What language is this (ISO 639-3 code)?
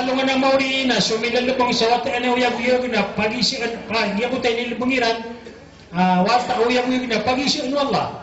mrw